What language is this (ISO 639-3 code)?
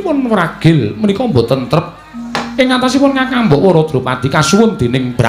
jav